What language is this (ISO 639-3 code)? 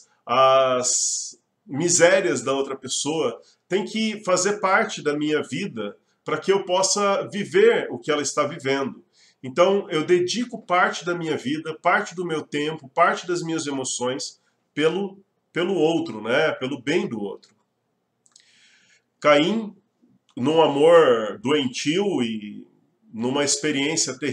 por